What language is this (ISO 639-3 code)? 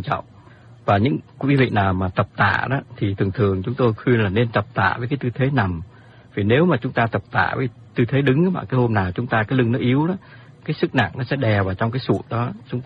vie